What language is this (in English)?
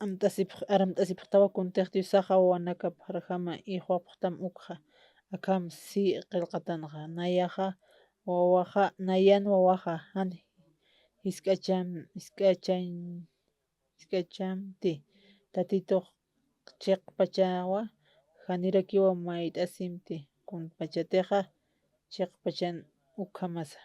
Aymara